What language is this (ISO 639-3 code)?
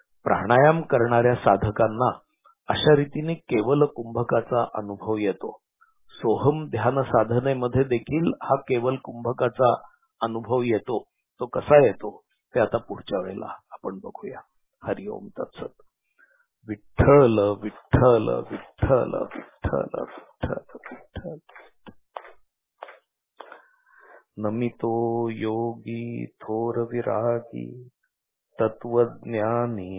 mar